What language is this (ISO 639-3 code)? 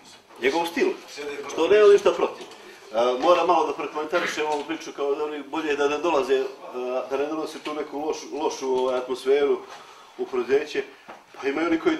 srp